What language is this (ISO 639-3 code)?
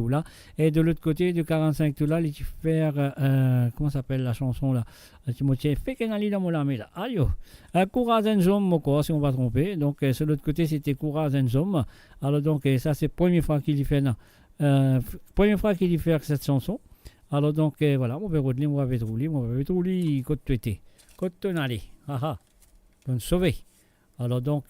mfe